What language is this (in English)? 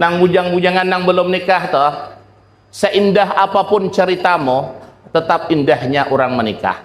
Banjar